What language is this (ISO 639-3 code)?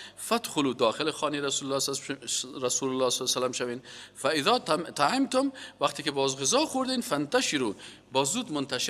fas